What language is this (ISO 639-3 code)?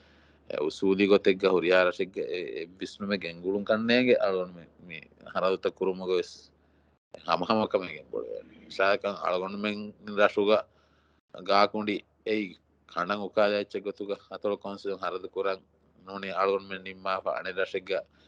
div